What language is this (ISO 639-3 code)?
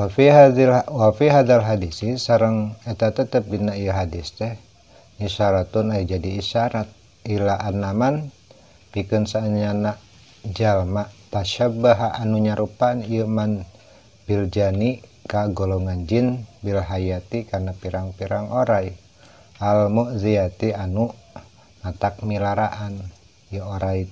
sun